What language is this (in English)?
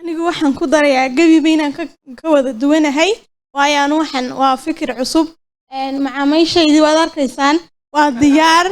Somali